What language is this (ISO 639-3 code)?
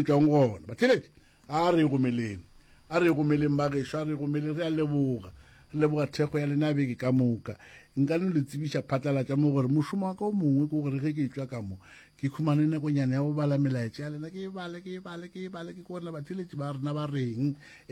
nso